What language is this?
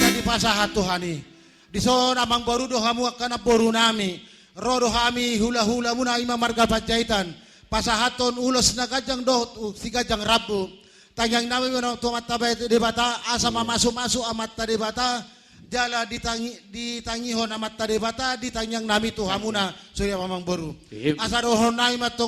Batak Toba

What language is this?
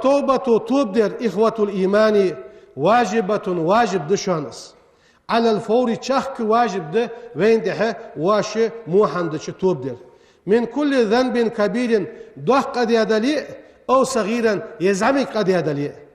Ingush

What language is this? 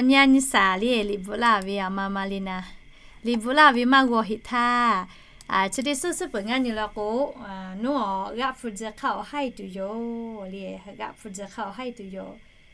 Lahu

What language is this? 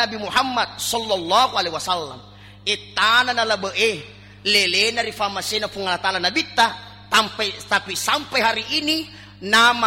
Buginese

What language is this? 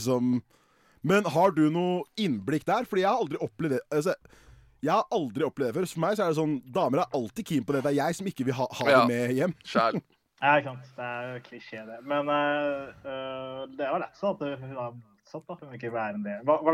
Norwegian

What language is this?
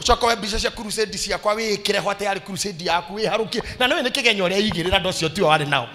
Kikuyu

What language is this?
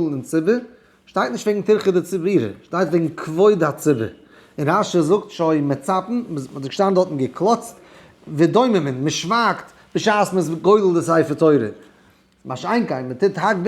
Yiddish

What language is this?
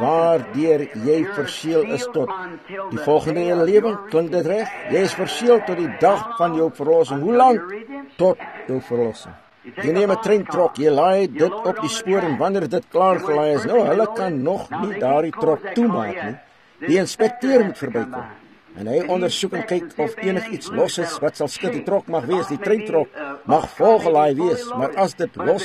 Afrikaans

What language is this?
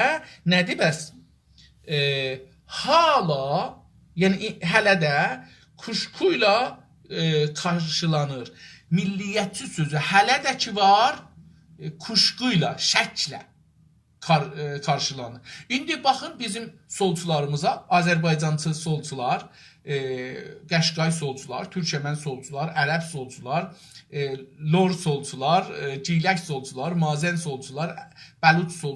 South Azerbaijani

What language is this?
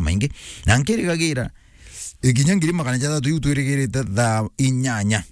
Meru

